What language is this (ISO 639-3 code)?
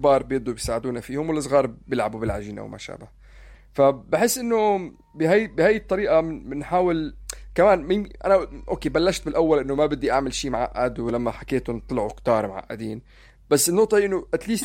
apc